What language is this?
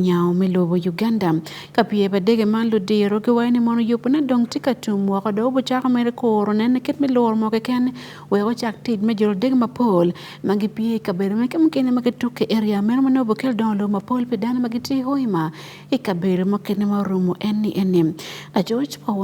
Acoli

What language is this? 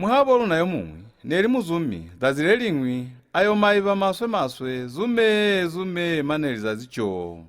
Lozi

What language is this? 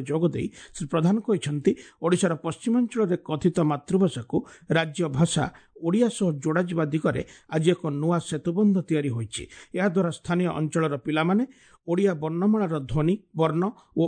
Odia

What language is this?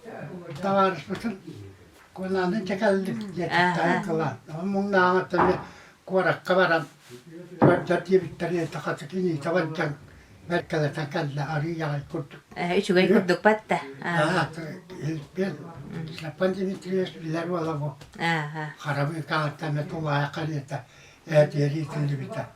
Yakut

